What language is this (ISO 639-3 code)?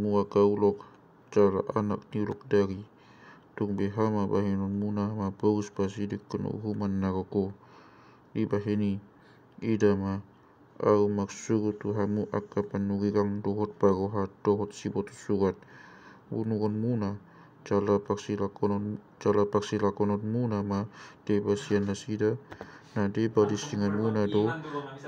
bbc